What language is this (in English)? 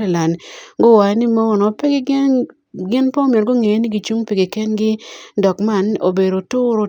Acoli